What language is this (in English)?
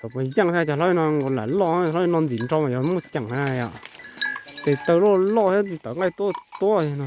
Hmong